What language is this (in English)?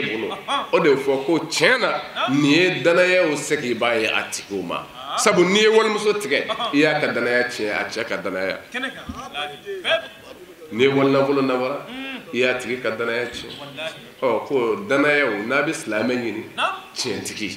Bambara